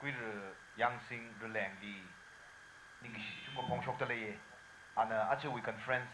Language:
Tangkhul Naga (India)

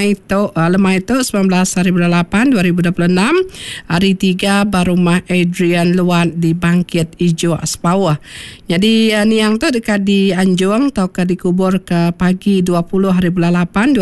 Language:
Iban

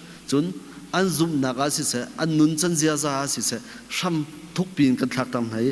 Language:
Hakha Chin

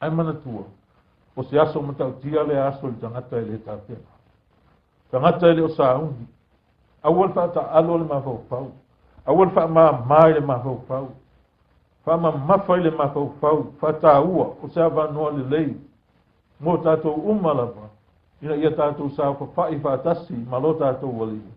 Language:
Samoan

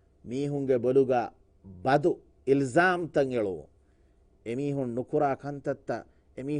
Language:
Divehi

